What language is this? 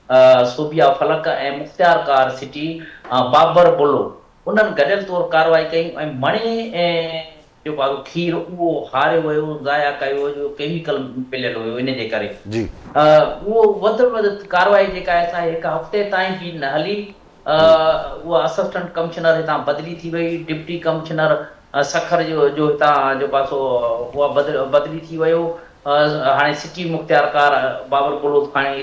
Sindhi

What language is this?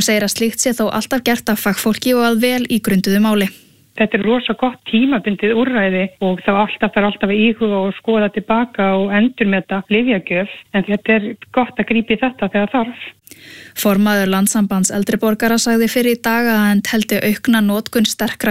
Icelandic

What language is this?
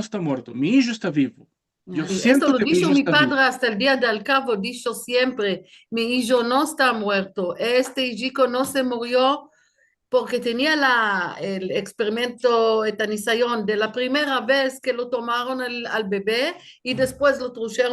Ladino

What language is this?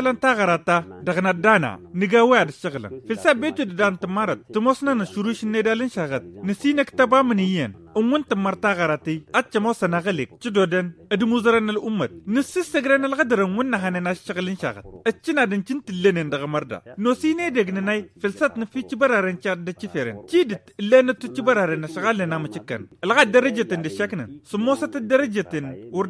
Tamasheq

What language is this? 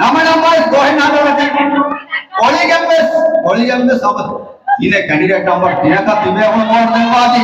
Divehi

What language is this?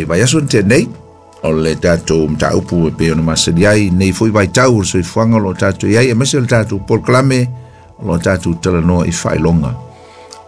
Samoan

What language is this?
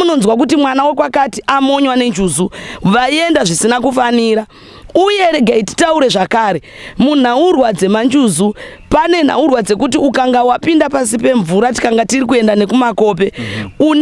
Shona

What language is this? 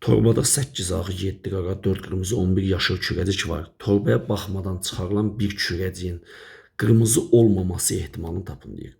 Azerbaijani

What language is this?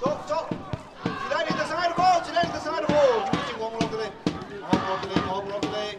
Tangkhul Naga (India)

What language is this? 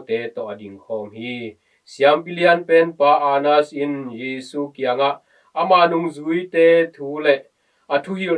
Tedim Chin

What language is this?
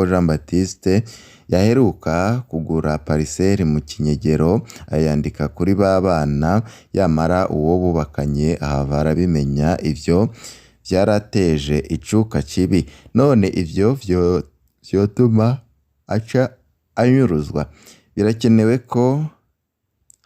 Rundi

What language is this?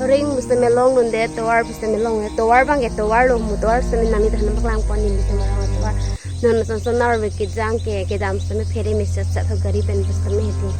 Karbi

